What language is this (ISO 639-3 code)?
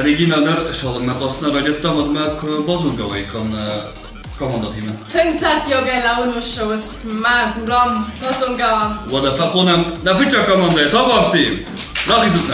oss